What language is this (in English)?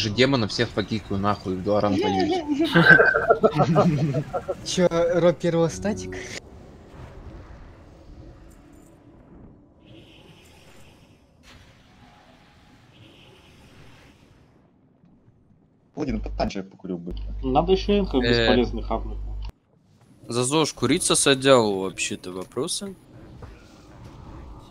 Russian